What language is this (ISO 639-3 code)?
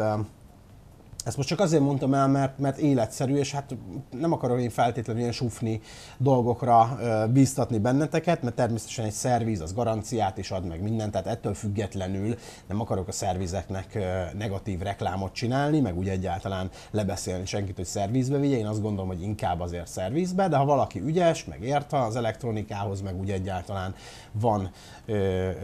hun